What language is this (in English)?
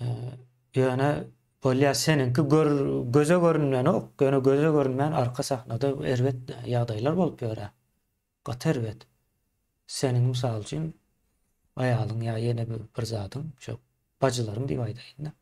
Turkmen